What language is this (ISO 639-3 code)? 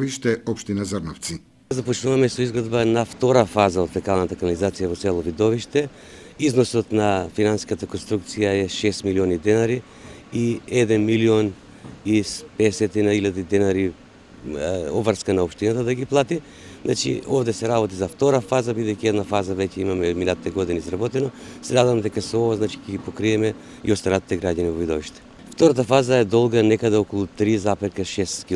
mkd